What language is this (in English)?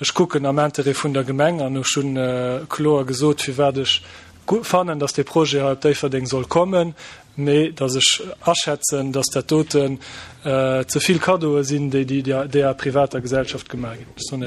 Luxembourgish